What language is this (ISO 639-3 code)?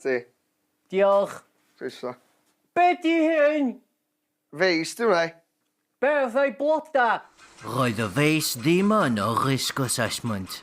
cym